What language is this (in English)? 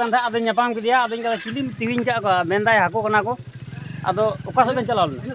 Santali